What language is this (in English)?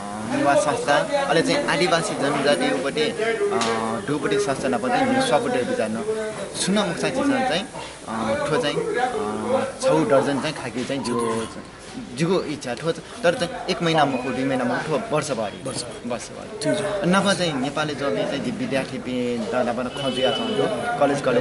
Newari